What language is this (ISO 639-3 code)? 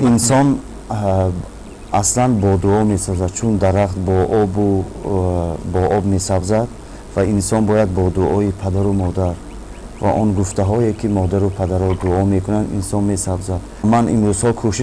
tgk